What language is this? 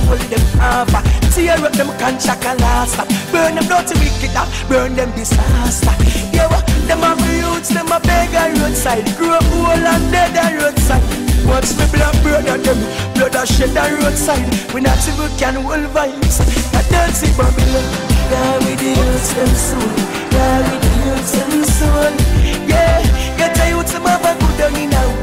Jamaican Creole English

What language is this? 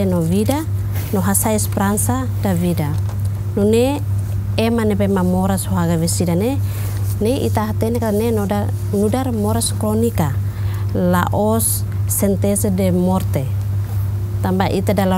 Tetum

